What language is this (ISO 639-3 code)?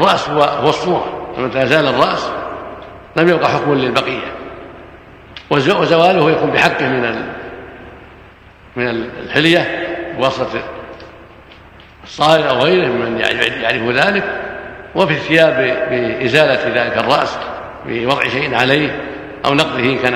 ara